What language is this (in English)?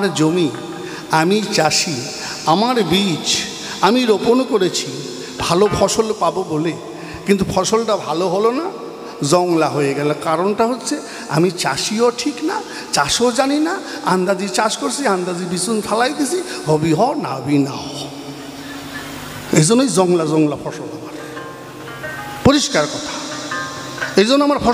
Bangla